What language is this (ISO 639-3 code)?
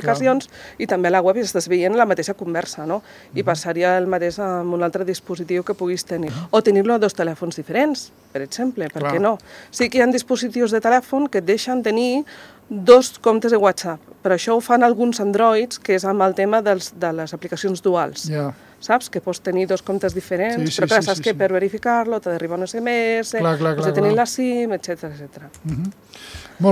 cat